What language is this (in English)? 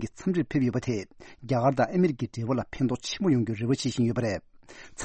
Tibetan